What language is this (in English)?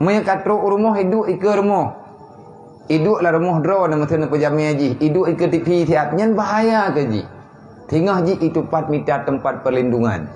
Achinese